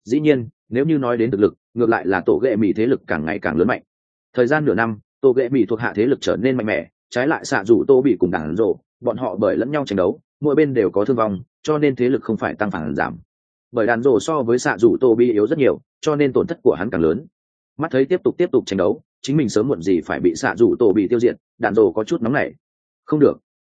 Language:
Vietnamese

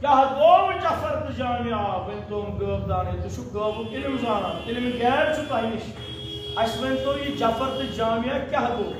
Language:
Kashmiri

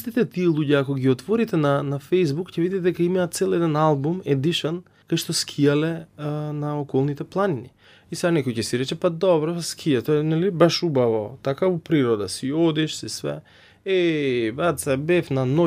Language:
Macedonian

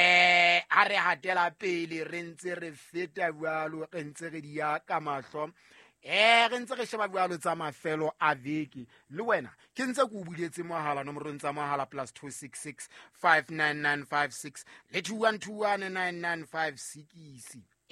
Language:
Southern Sotho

